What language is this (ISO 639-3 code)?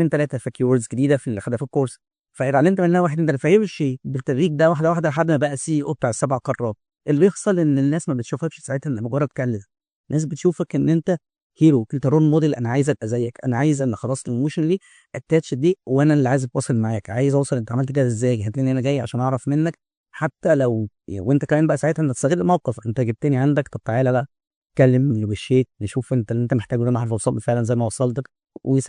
arz